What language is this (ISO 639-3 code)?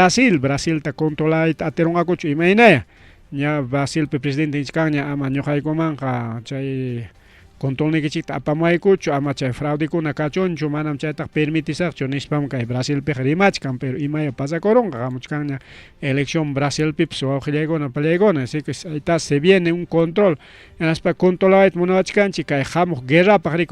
quy